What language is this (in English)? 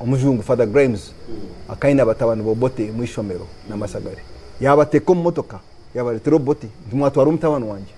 Nyankole